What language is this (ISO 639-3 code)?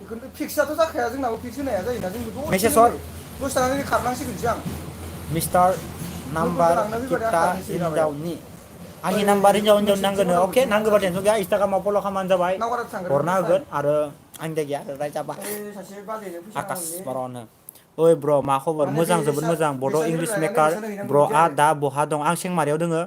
brx